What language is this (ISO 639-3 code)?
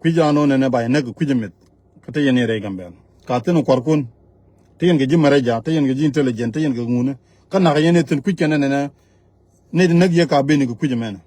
nus